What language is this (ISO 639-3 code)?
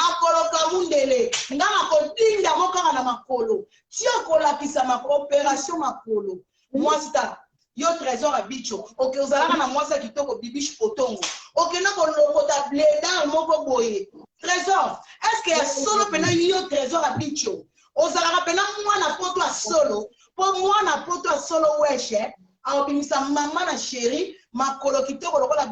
lin